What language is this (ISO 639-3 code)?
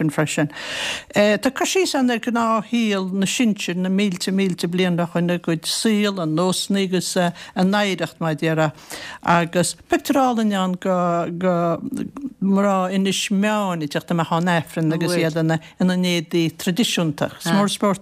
gle